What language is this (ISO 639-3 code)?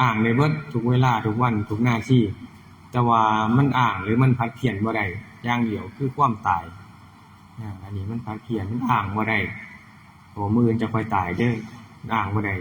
tts